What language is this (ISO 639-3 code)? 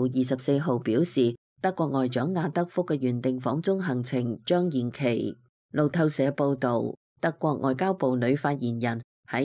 yue